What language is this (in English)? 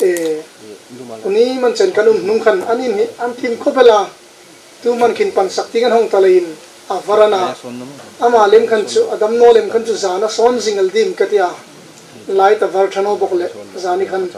Hmar